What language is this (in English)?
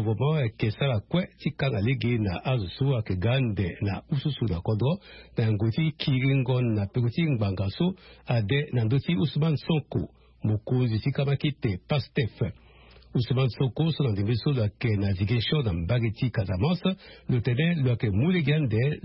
Sango